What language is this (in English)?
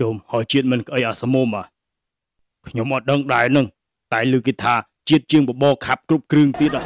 Khmer